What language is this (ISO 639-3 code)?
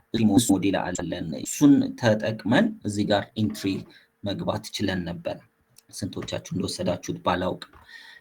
amh